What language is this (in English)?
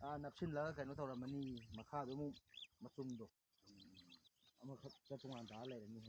Manipuri